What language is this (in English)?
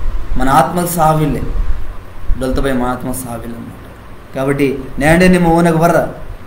Koya